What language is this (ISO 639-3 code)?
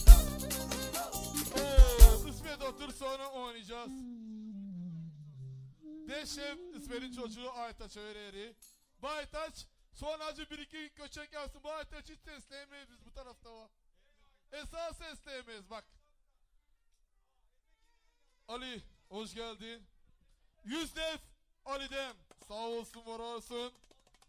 tur